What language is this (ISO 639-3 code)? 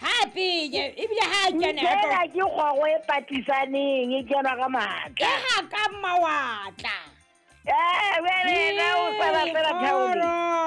sot